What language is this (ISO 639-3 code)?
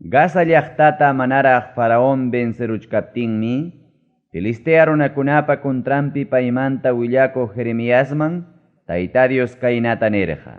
quy